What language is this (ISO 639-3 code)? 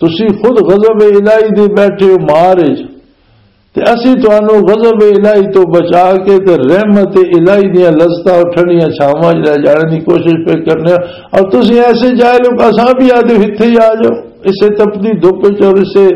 lah